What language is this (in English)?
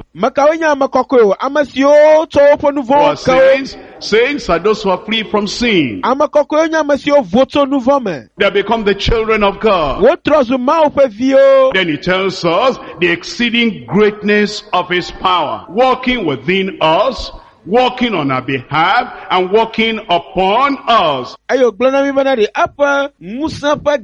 Ewe